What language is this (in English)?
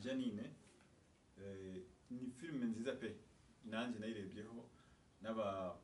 Kinyarwanda